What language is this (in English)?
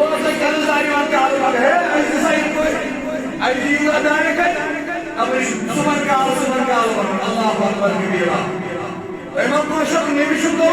Kashmiri